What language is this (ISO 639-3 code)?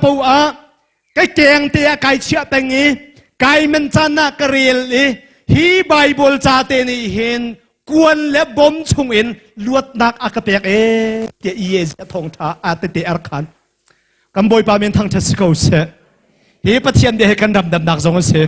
cnh